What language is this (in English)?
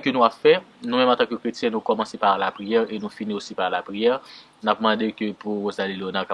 Haitian Creole